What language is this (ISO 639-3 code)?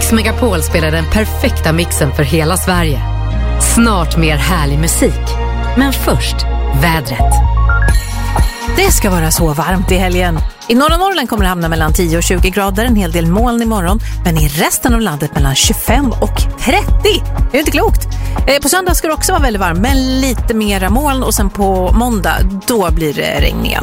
swe